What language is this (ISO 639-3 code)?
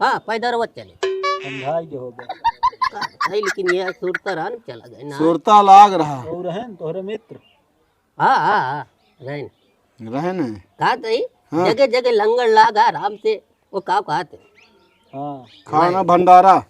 awa